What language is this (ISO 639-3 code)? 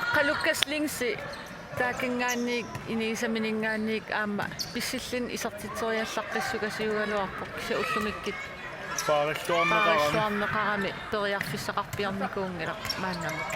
kal